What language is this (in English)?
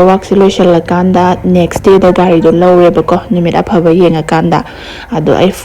Manipuri